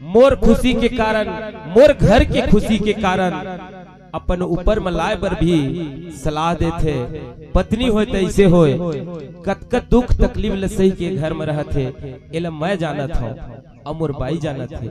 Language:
Chhattisgarhi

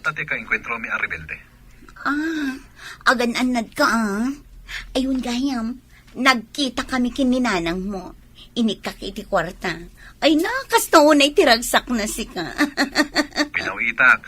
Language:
Iloko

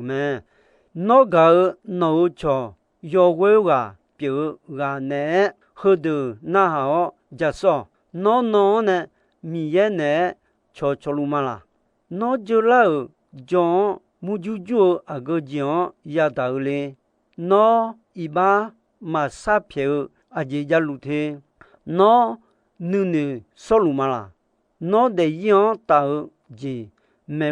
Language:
Akha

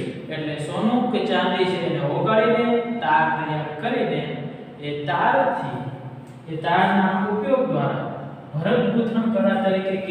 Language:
Gujarati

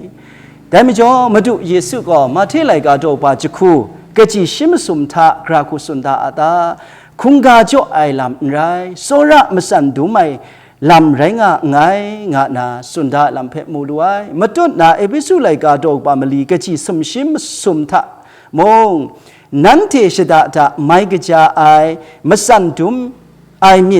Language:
Kachin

